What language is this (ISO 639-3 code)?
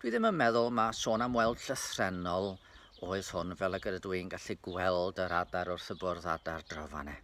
cym